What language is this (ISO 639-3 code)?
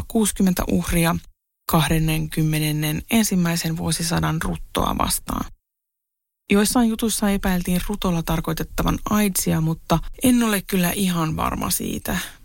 fin